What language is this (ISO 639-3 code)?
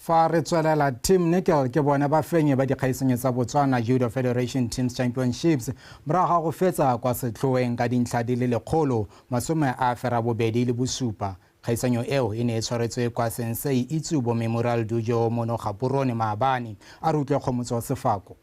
tsn